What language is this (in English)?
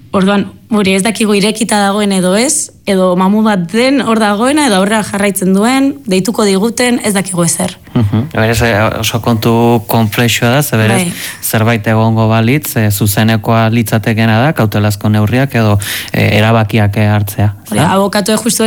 Basque